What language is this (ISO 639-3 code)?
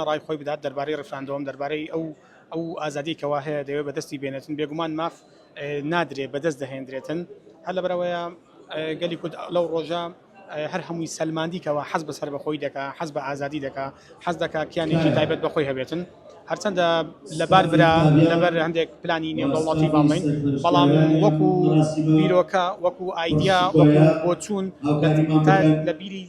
ckb